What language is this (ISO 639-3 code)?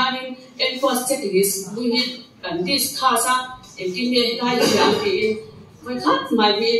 lus